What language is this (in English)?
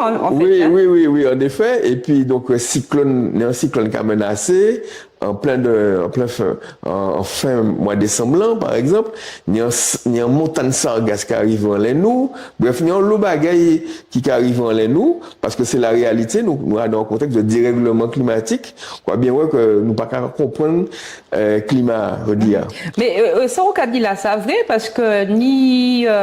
Guadeloupean Creole French